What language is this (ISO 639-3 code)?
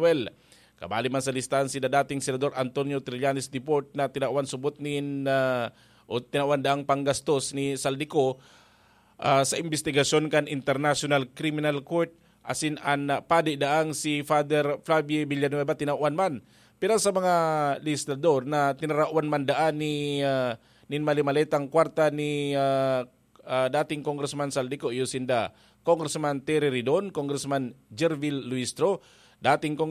bik